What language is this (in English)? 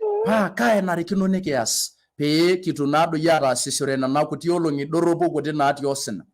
Masai